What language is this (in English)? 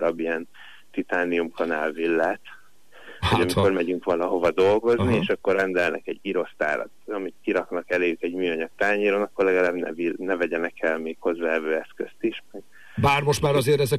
Hungarian